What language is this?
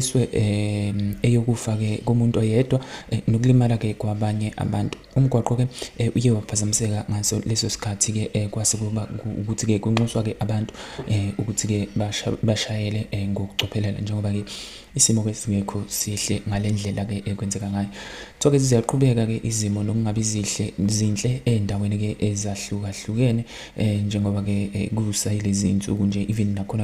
Zulu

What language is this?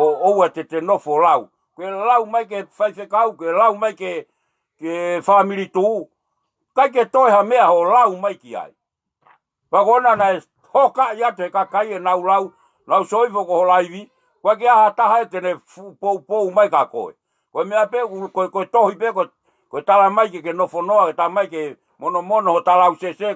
Tongan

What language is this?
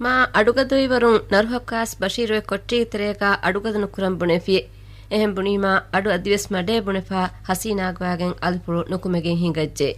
Divehi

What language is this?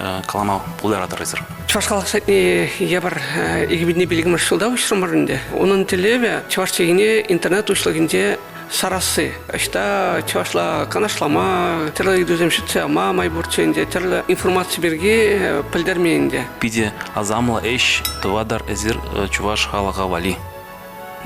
Chuvash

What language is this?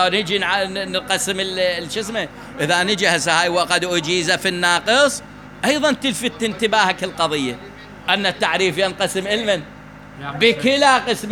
Mesopotamian Arabic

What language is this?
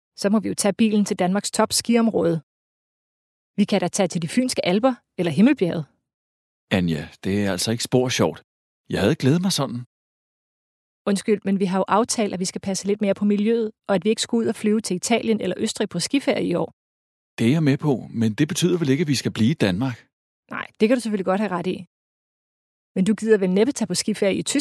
Danish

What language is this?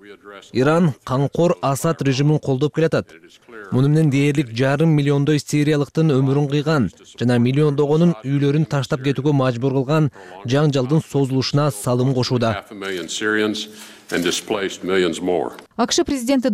Kyrgyz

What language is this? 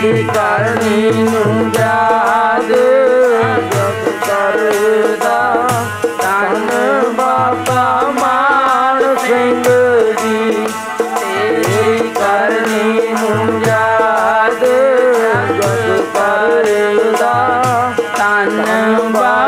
Punjabi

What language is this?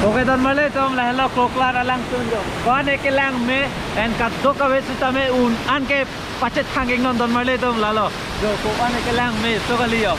Karbi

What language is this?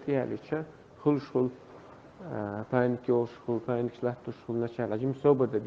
Chechen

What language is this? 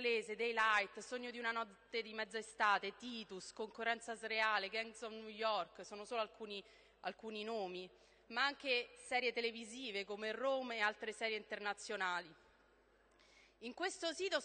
Italian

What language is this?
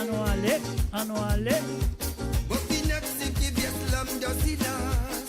Morisyen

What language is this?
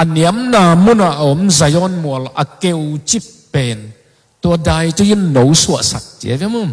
Tedim Chin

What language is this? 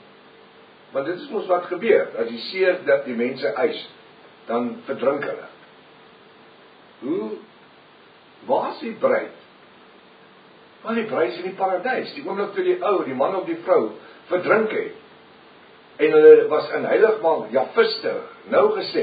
Afrikaans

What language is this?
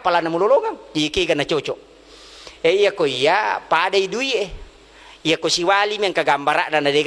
Buginese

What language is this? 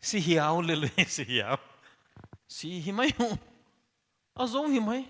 Paite Chin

